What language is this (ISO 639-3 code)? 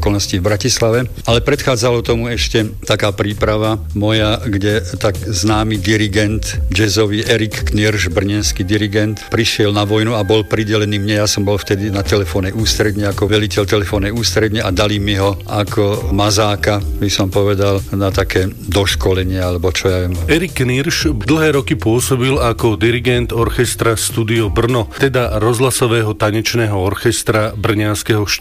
slk